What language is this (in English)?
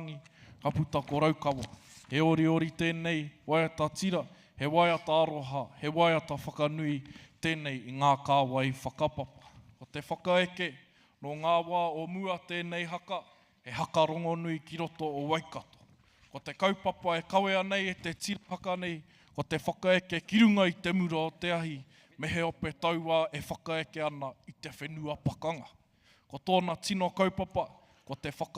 Māori